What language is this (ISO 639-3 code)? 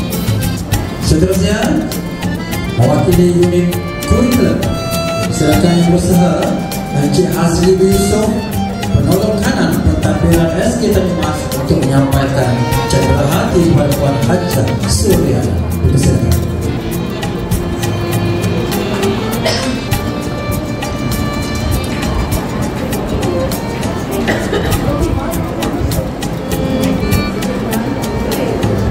msa